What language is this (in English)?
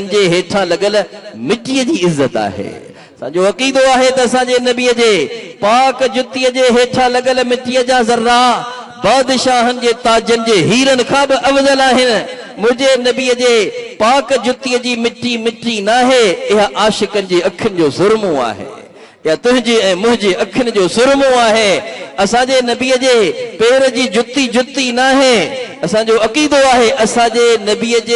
Sindhi